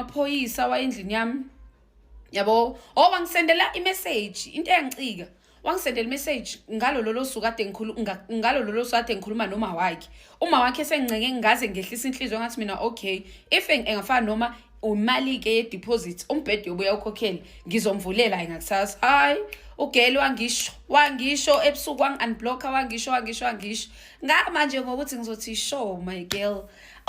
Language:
Zulu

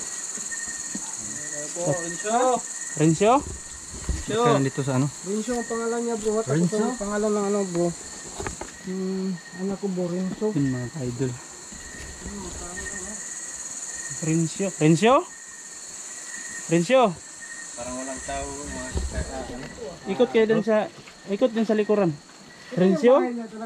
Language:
Filipino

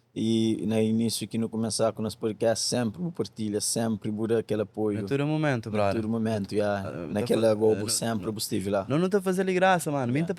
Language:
Kabuverdianu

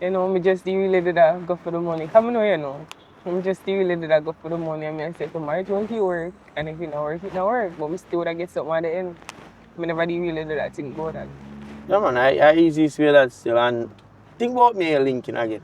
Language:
Jamaican Creole English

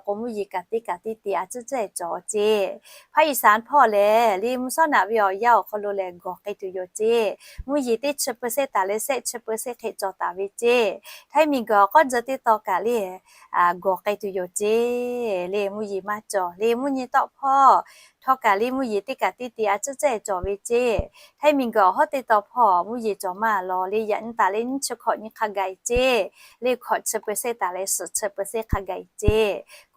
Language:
Lahu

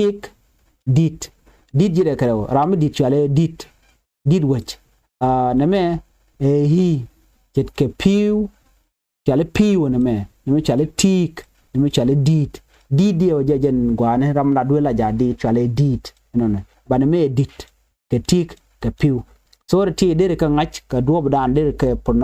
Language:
Nuer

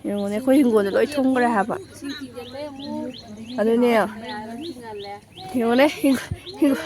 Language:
Manipuri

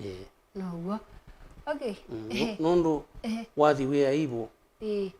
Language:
Kamba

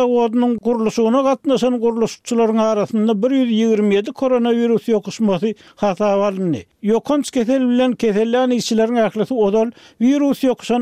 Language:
Turkmen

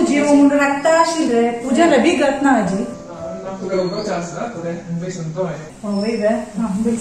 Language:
Konkani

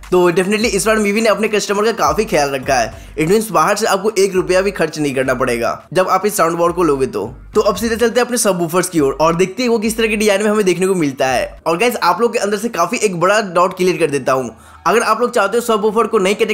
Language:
Hindi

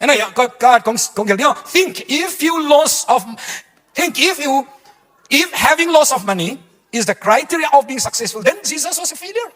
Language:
Tedim Chin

